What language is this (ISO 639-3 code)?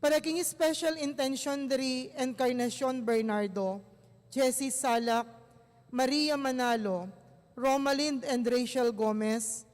pam